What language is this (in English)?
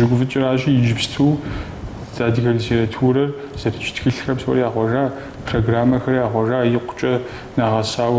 Kabardian